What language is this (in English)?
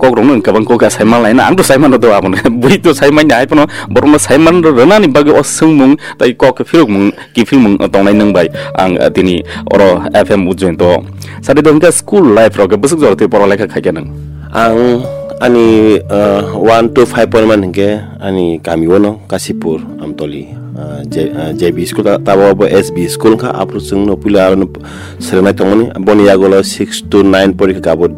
Kok Borok